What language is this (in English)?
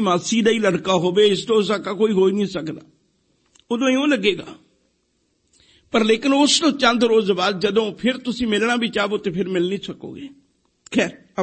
Punjabi